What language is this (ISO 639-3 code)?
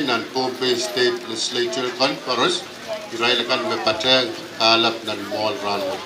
pon